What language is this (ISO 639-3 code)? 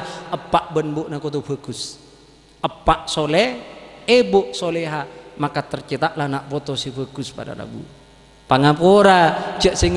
mad